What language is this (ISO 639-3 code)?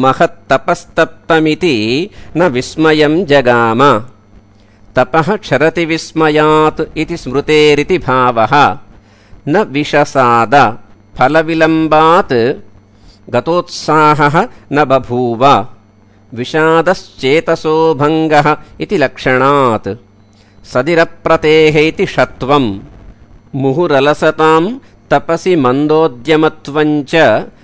san